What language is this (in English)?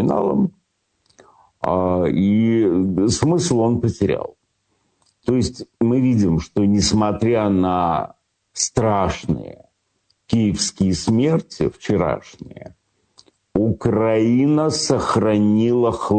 Russian